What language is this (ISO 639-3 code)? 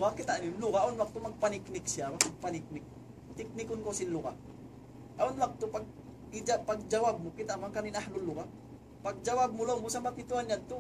tsg